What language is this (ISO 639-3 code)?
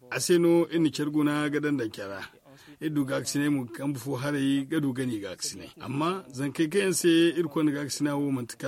dje